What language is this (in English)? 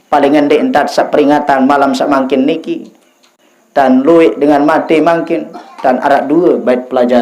Sasak